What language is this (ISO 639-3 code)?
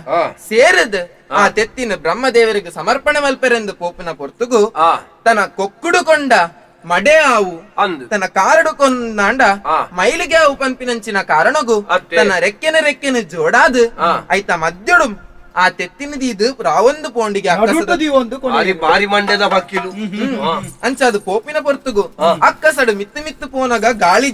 tcy